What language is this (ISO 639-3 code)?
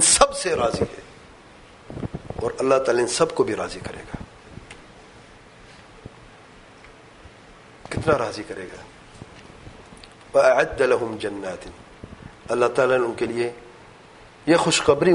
urd